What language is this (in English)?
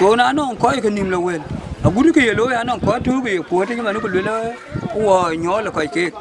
Dinka